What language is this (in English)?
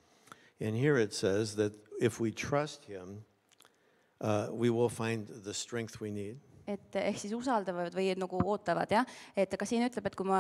Estonian